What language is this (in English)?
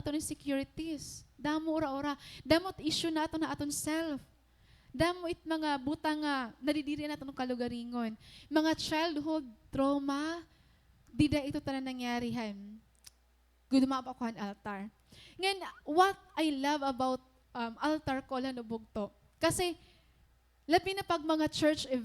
Waray